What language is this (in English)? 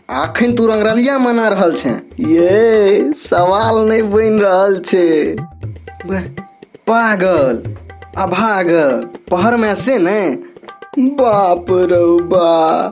Maithili